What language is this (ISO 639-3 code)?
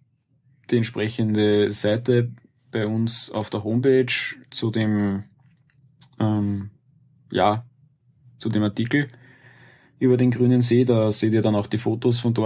deu